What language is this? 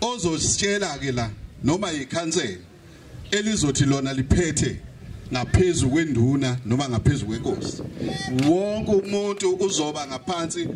Zulu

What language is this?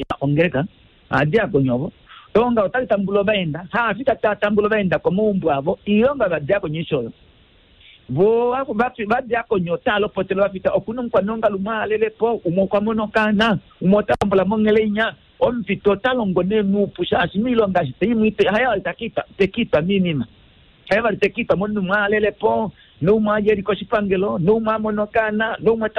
Kuanyama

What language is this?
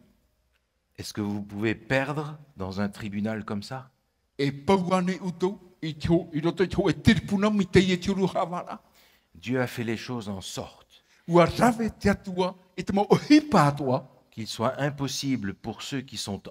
Tahitian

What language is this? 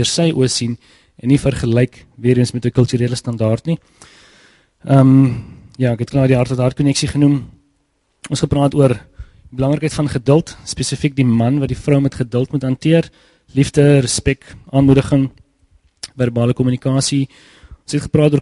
Afrikaans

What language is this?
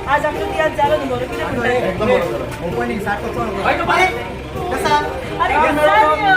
Konkani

